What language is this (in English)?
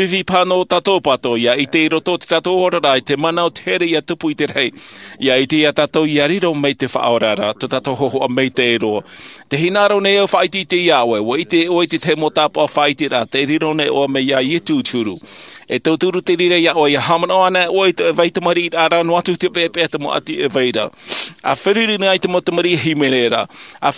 Tahitian